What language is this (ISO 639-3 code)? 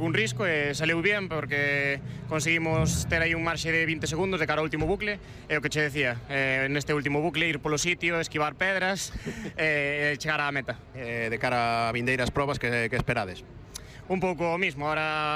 glg